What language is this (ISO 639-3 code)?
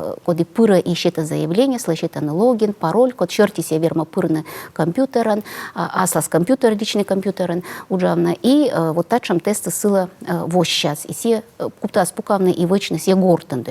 kom